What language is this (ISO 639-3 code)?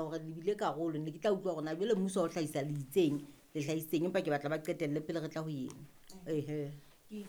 sot